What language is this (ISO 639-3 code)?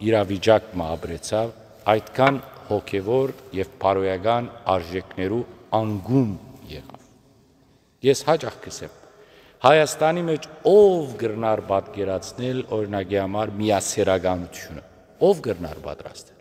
hyw